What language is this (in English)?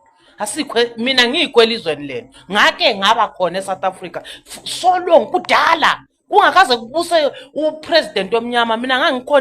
Zulu